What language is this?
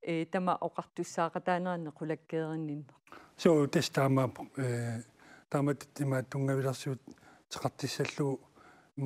Kalaallisut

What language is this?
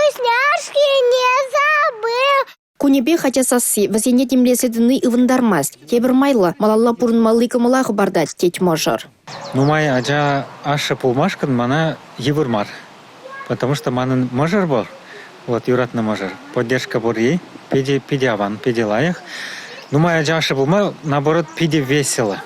Chuvash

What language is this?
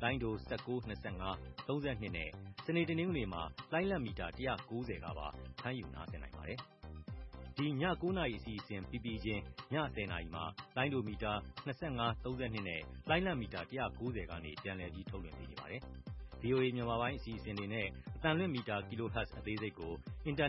Burmese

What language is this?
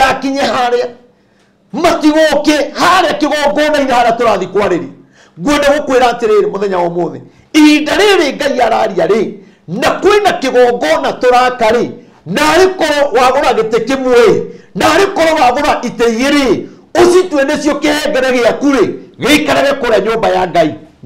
Kikuyu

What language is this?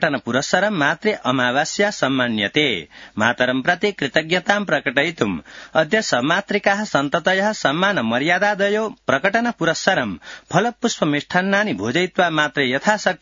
Sanskrit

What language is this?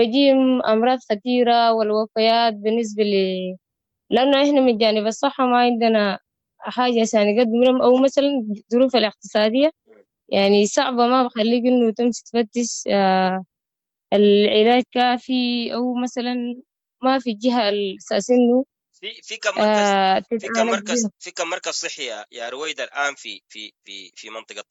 Sudanese Arabic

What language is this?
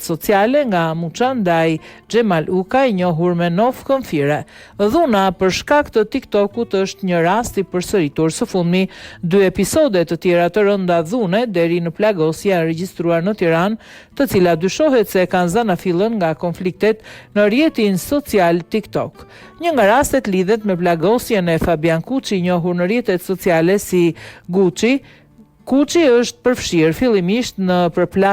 Albanian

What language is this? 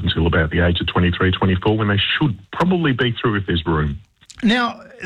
English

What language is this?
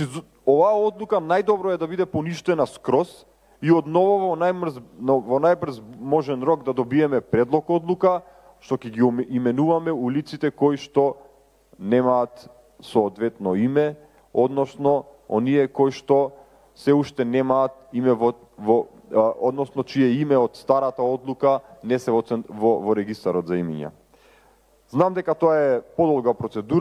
Macedonian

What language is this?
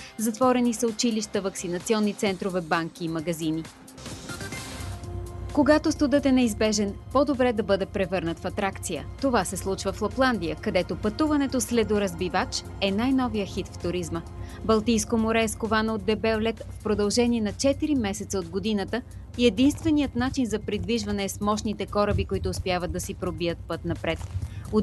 Bulgarian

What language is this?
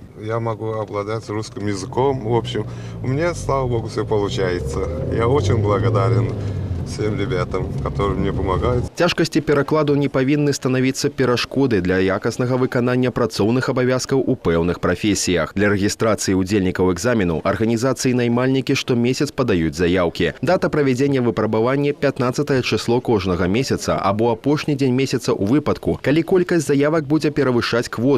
Belarusian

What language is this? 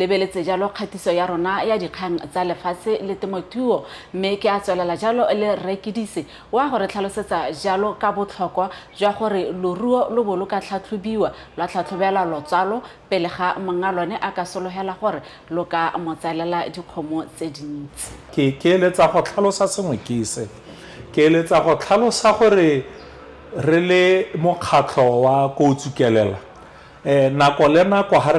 Tswana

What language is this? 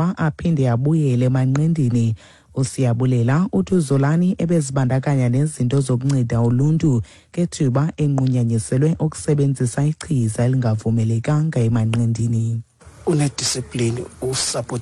Xhosa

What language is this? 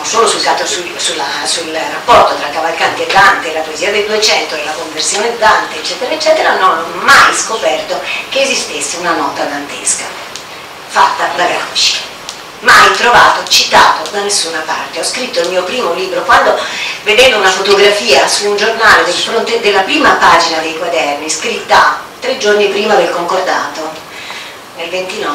Italian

